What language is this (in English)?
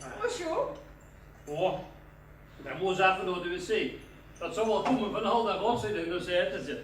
Limburgish